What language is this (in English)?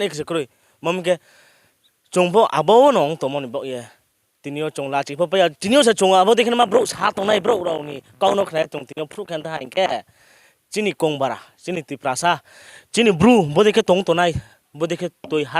Riang (India)